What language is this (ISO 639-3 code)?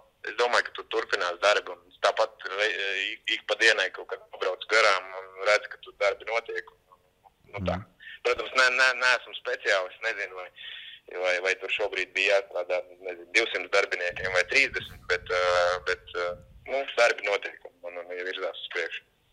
lav